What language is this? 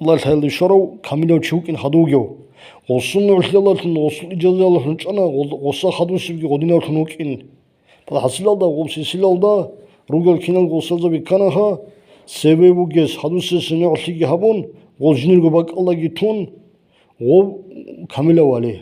Avaric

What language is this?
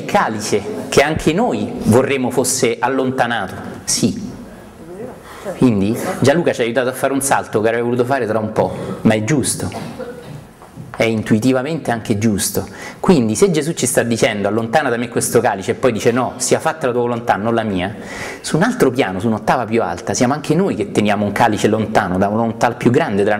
Italian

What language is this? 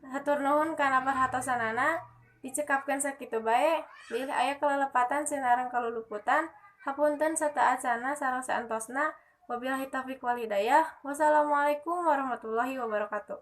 Sundanese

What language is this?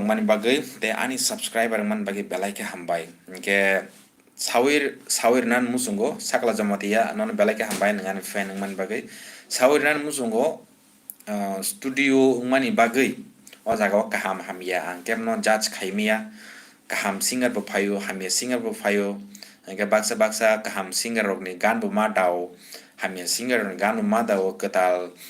Kok Borok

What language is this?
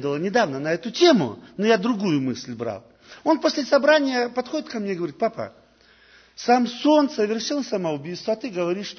Russian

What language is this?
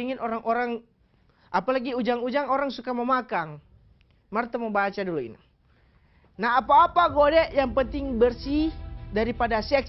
Manado Malay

